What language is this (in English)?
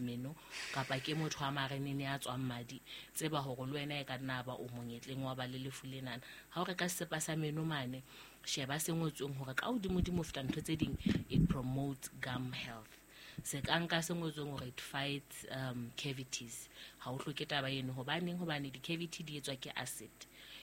Southern Sotho